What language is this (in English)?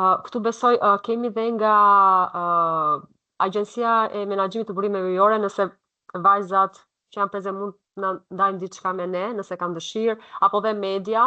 Albanian